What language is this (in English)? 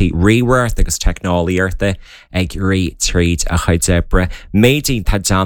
Irish